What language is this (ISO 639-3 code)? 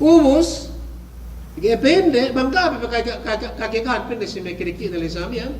yka